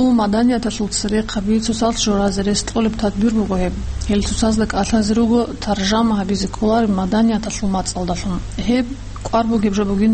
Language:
Avaric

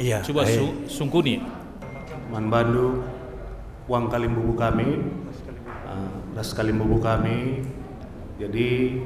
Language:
Batak Karo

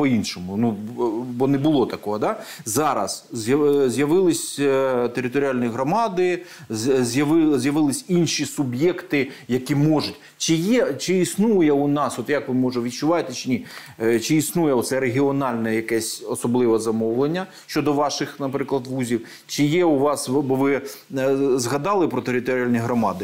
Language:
Ukrainian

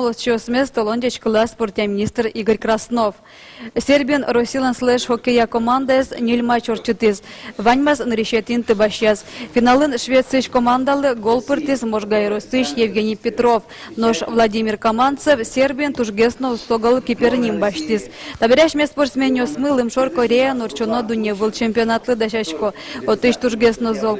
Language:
Udmurt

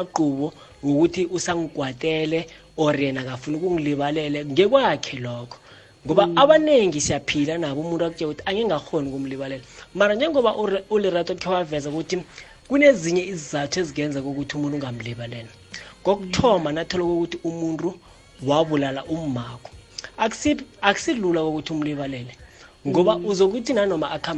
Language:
South Ndebele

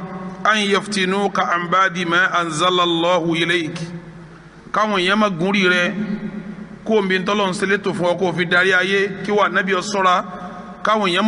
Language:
Yoruba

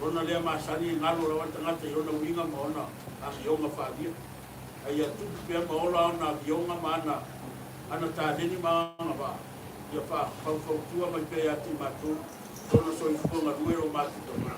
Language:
Samoan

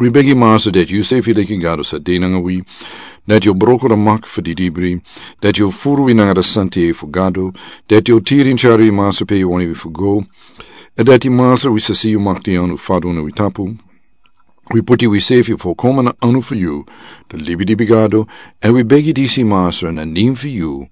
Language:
Sranan Tongo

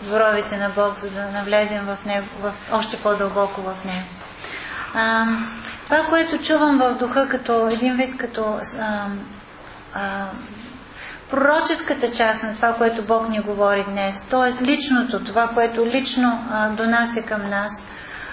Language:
Bulgarian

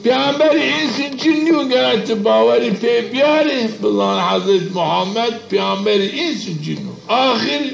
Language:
Zaza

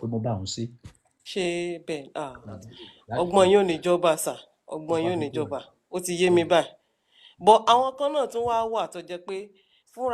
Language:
Yoruba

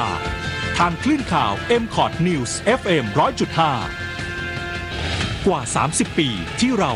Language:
Thai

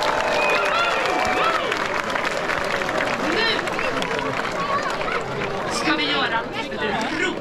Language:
Swedish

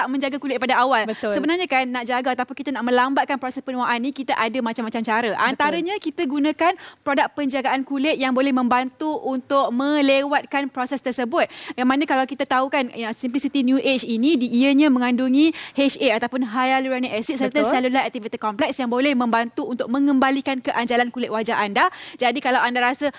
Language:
Malay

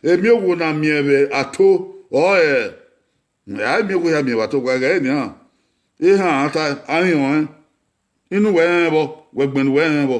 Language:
Bini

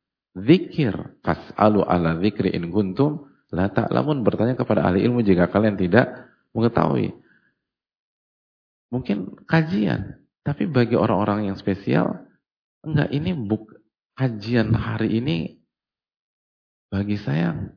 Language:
Indonesian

